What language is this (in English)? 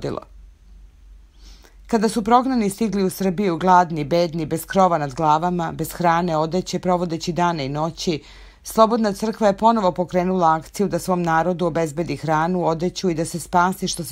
Serbian